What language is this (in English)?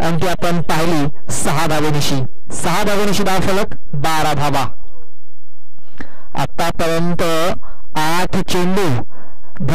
Marathi